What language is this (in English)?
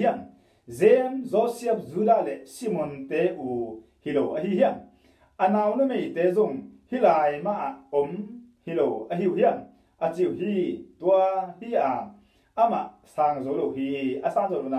Tedim Chin